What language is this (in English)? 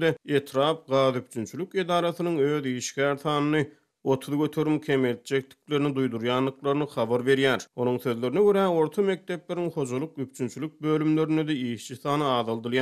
Turkmen